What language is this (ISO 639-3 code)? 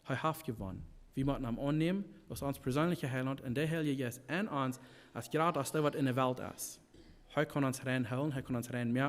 pdt